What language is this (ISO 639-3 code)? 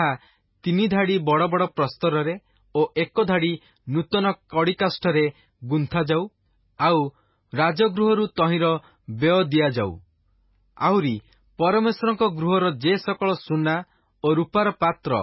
ori